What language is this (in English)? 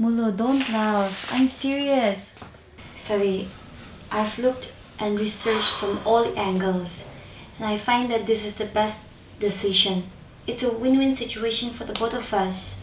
Ao Naga